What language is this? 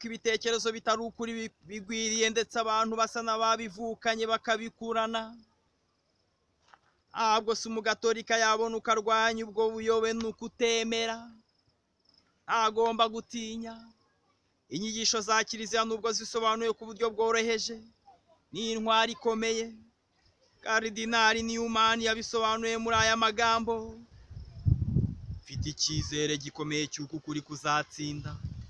Kinyarwanda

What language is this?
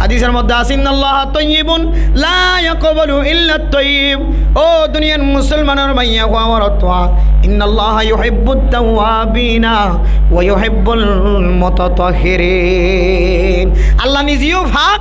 Rohingya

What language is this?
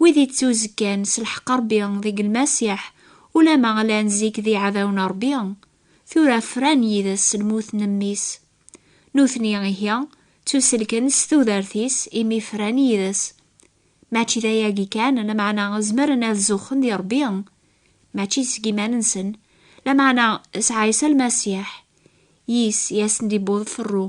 Kabyle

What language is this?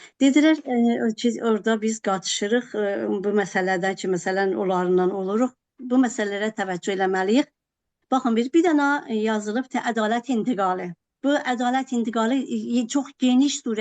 South Azerbaijani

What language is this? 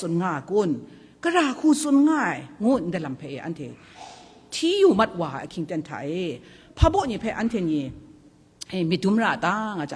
Kachin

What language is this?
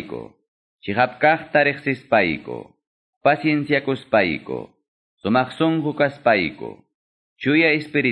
Ayacucho Quechua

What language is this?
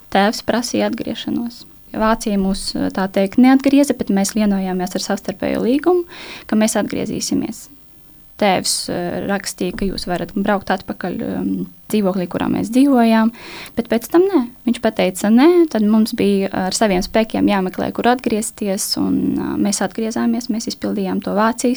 Latvian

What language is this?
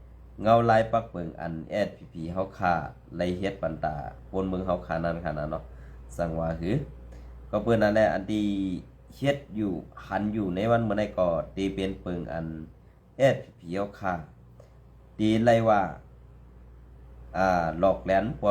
Shan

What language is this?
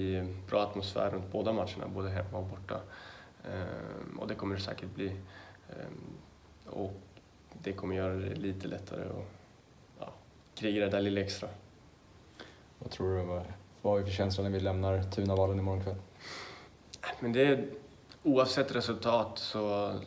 Swedish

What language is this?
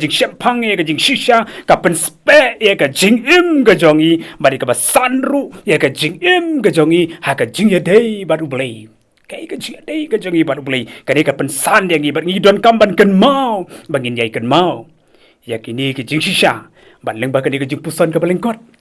Khasi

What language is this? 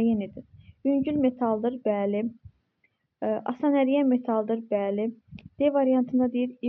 Azerbaijani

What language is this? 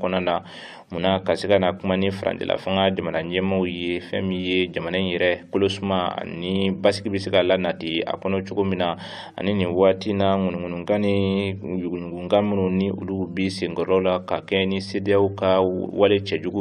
Bambara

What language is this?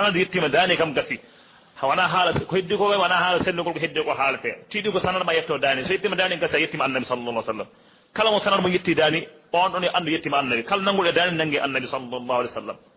Fula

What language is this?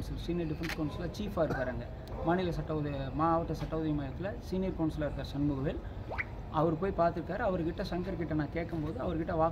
Tamil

